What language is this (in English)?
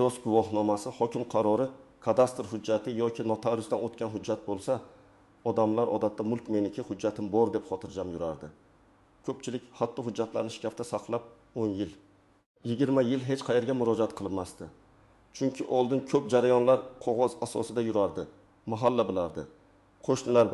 Uzbek